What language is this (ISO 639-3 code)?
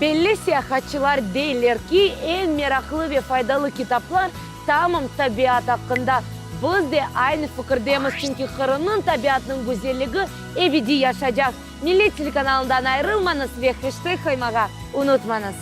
crh